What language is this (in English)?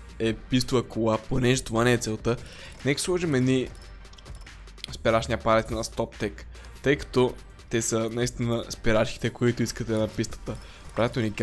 Bulgarian